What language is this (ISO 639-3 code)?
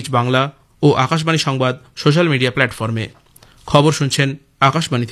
ben